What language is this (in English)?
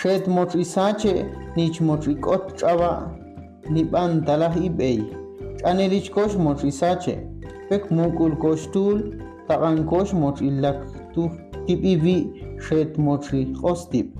Ixil